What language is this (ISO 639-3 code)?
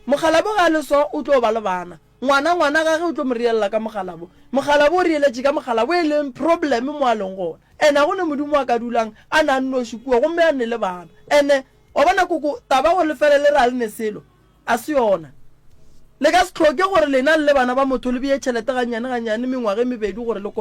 nso